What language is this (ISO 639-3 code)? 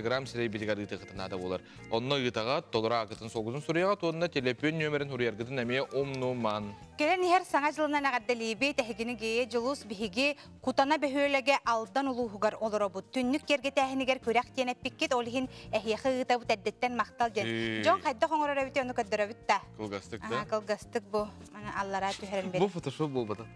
sah